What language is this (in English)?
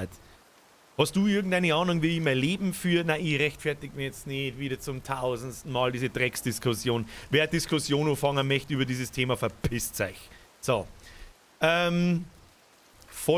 Bavarian